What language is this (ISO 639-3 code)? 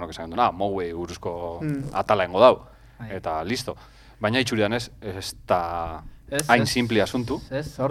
eus